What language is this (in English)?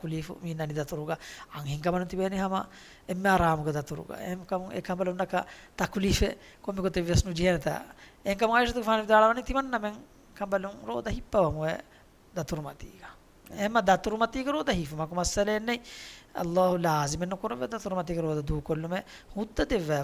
Divehi